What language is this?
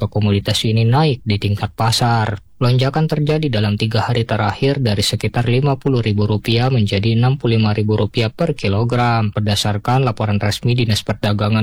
Indonesian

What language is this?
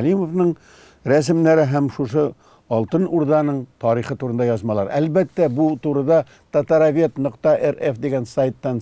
Tatar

